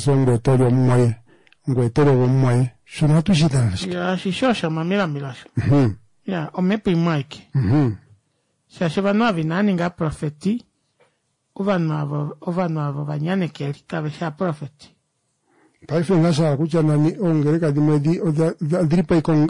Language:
Kuanyama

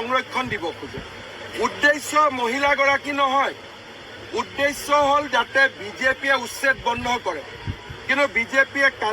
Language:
Assamese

